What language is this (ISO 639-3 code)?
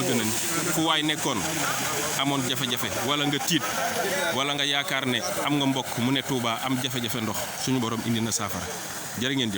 wol